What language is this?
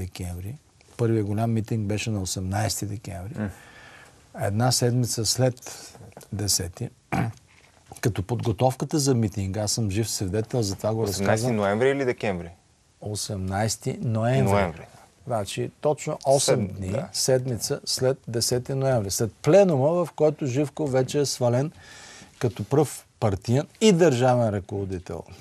Bulgarian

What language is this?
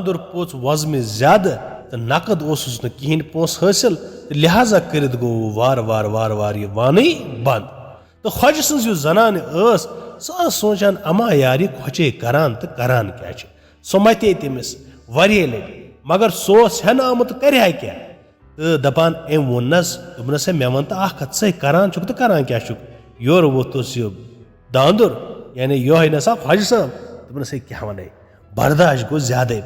Kashmiri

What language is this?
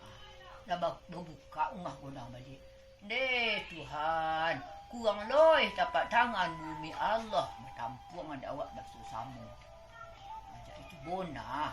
Minangkabau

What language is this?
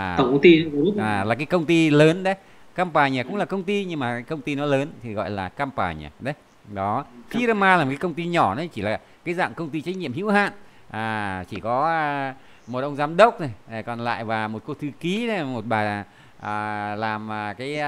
Vietnamese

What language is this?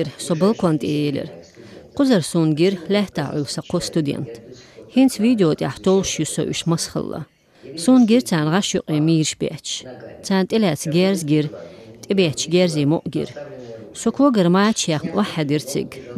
Chechen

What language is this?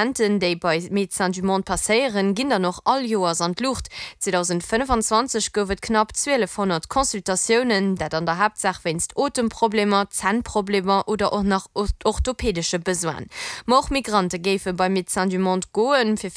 Luxembourgish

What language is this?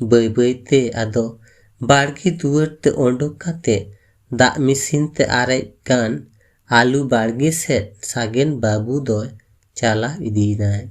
Santali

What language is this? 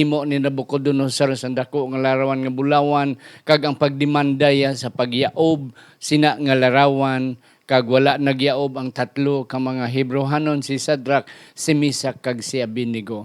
Hiligaynon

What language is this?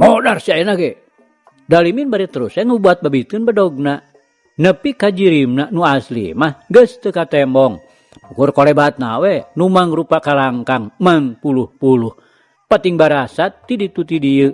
Sundanese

